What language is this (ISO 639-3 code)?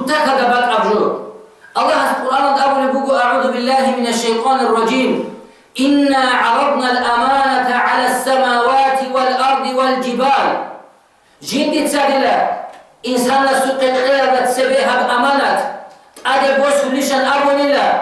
ava